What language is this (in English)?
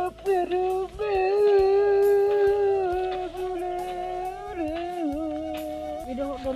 Batak Toba